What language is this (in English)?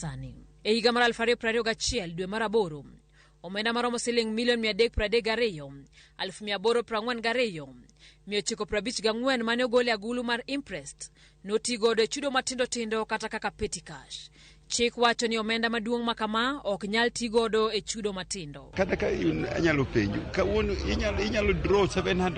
Luo (Kenya and Tanzania)